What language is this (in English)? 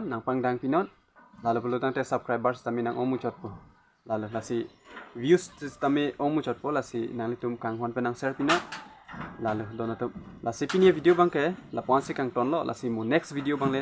Karbi